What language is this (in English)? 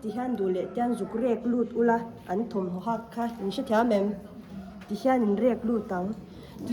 Mizo